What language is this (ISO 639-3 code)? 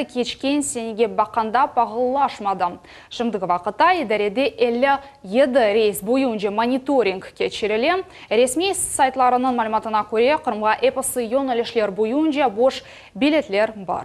crh